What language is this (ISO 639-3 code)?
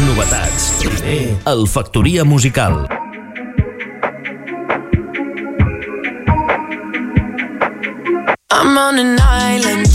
cat